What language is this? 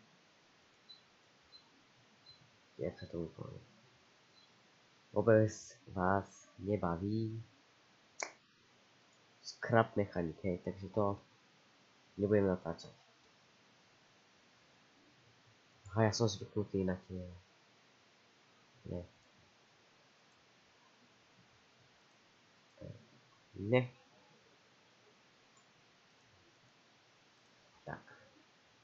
Slovak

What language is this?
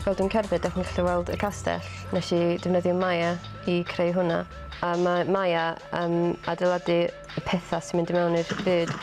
Welsh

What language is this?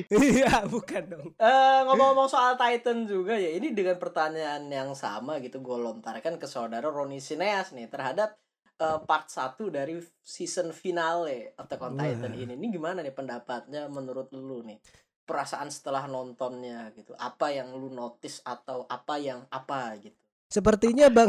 Indonesian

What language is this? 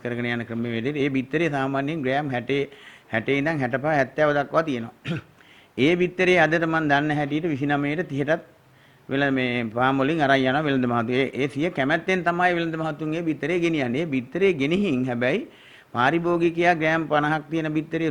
Sinhala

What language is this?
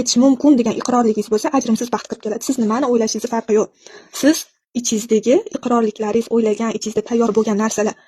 Uzbek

